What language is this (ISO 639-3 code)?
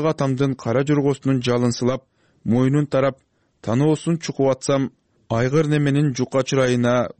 kir